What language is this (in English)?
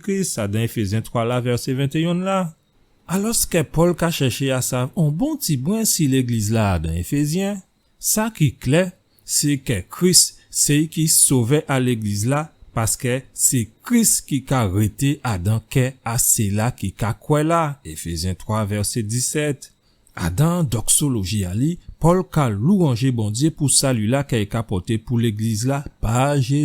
Guadeloupean Creole French